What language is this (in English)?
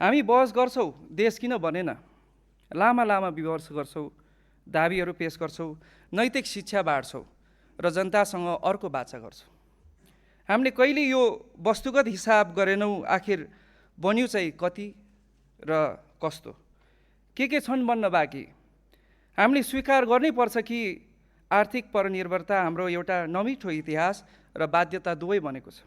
Nepali